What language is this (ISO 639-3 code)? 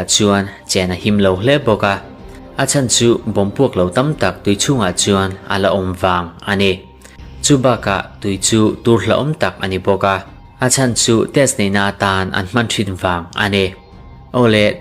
lus